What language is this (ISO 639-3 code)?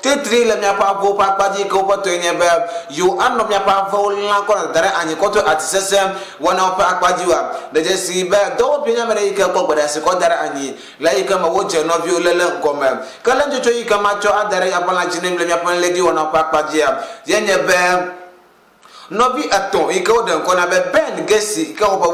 ewe